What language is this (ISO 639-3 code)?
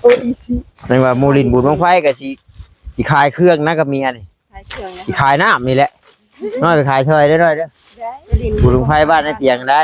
tts